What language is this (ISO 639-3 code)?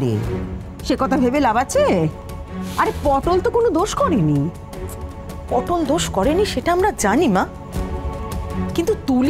ben